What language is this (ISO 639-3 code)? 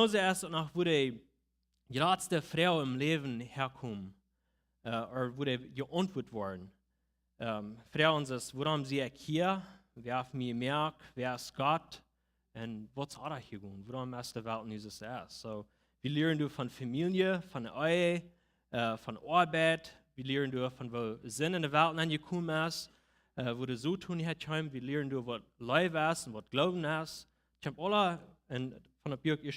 pdt